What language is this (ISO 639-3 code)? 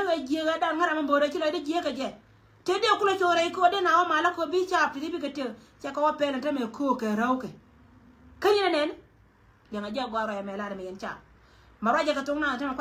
nus